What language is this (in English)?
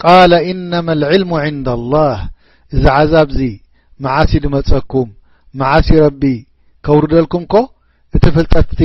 Tigrinya